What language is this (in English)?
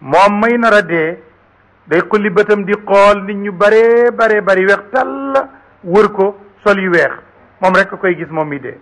Wolof